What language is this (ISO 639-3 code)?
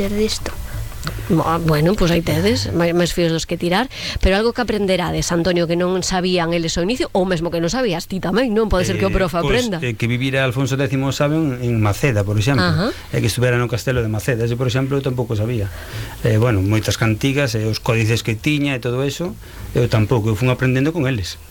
glg